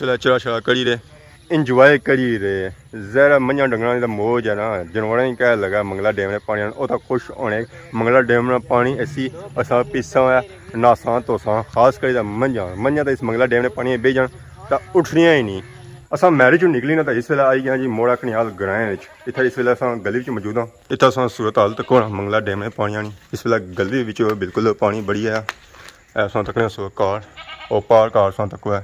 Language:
Pahari-Potwari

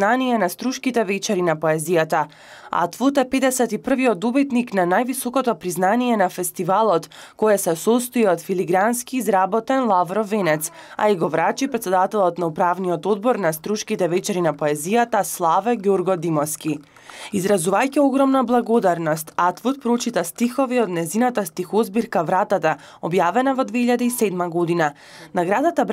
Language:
Macedonian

